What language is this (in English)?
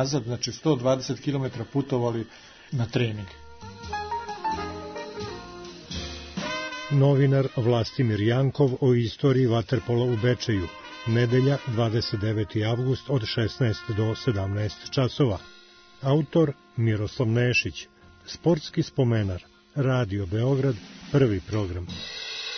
Serbian